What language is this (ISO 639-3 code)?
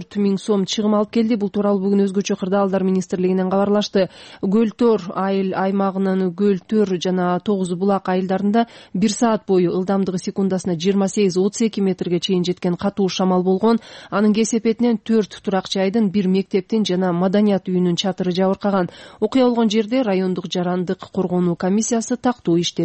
kir